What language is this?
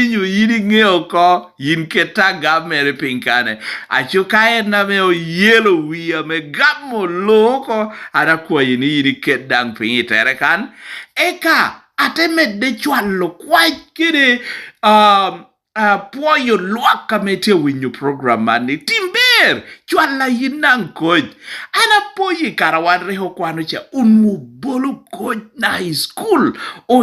Lango (Uganda)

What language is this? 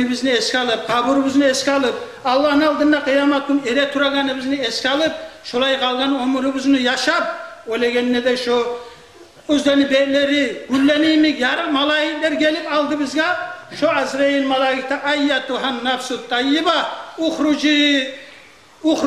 Kumyk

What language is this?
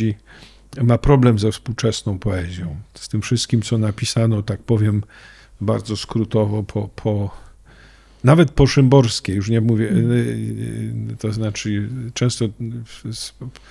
Polish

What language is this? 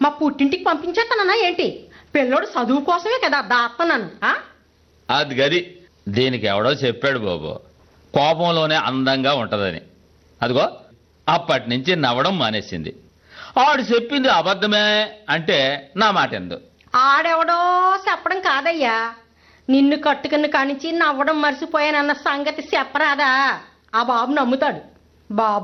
Telugu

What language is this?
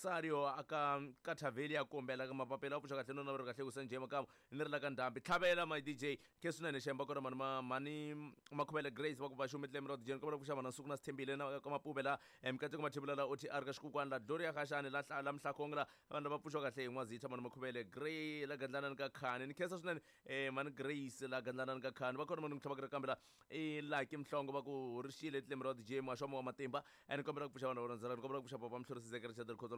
Tsonga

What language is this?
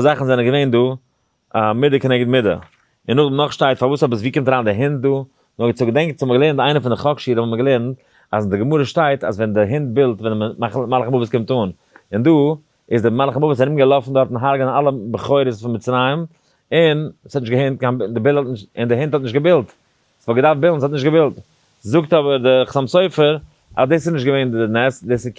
Yiddish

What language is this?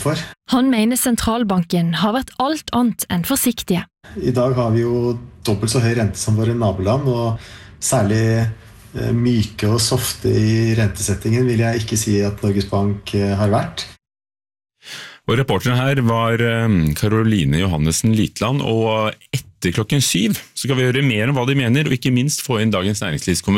Norwegian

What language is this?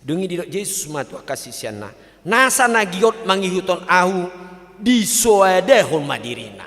Batak Toba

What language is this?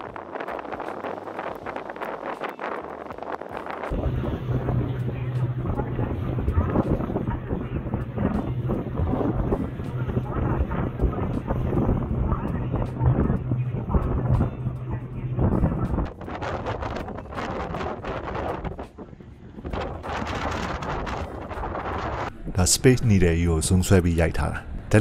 Burmese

